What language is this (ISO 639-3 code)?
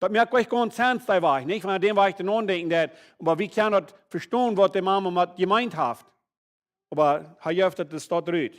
pdt